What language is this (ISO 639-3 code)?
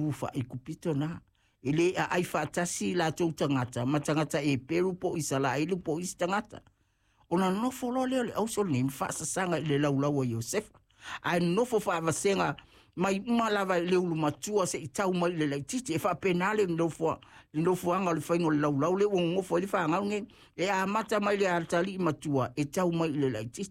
smo